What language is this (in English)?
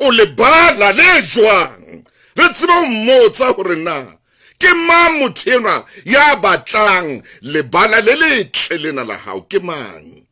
Southern Sotho